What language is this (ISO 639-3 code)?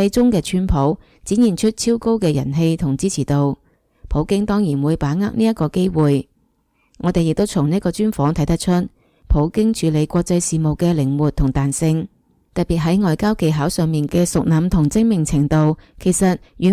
yue